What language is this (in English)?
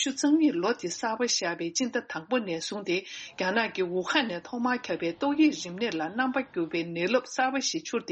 Tibetan